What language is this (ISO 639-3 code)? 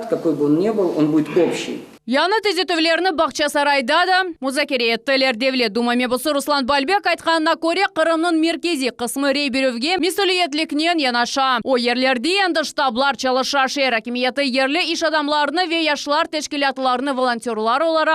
crh